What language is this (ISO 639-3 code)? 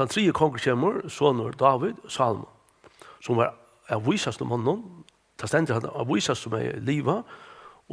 fao